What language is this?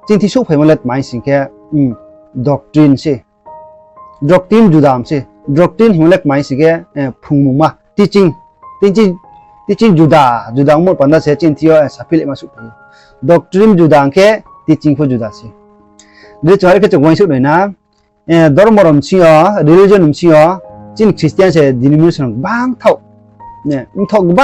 Riang (India)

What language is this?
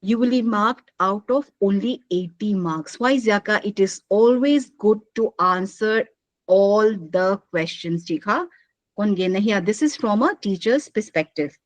Paite Chin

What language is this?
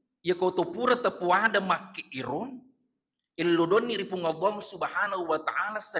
Buginese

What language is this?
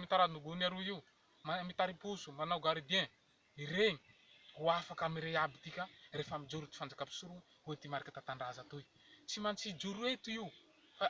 Malagasy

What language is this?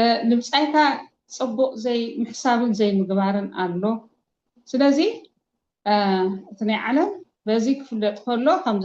Tigrinya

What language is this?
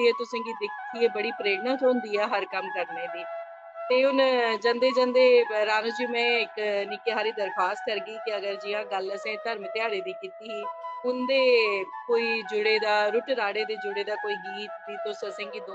Dogri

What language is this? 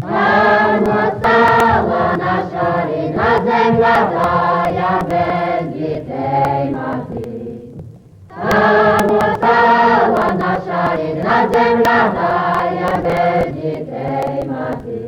Rusyn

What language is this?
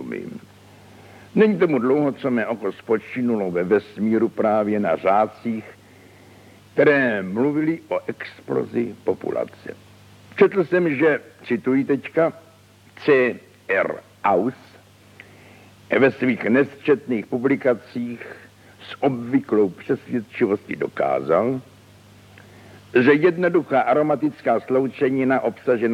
Czech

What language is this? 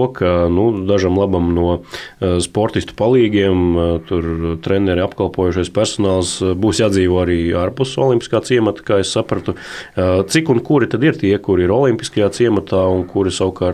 Latvian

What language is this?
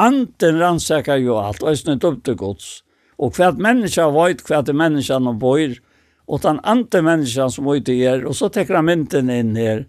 Faroese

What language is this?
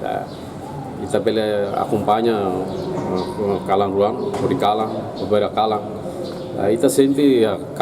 Tetum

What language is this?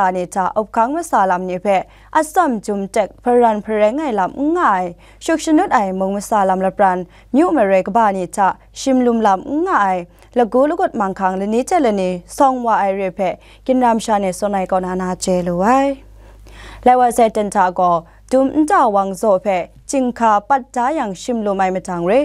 Kachin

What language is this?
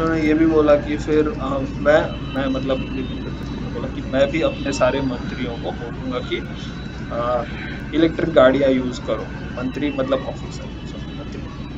Hindi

